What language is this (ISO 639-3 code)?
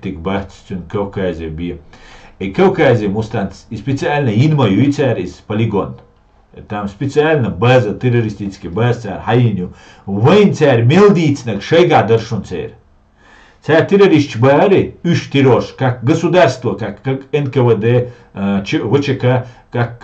che